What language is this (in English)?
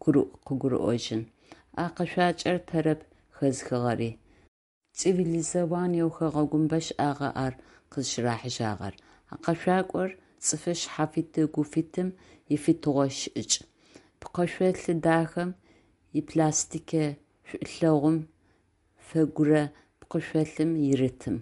Adyghe